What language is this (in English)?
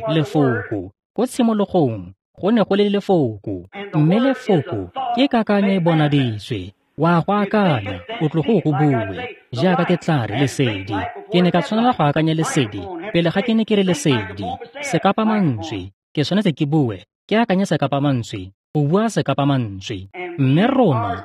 Tswana